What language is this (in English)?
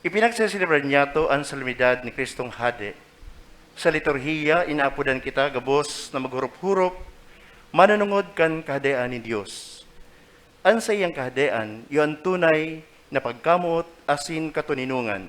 Bikol